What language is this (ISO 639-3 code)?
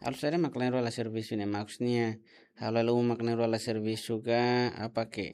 tet